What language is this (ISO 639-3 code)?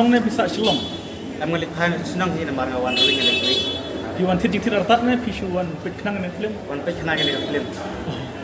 kha